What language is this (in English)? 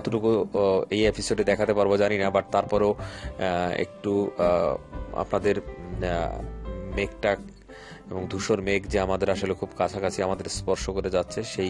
Bangla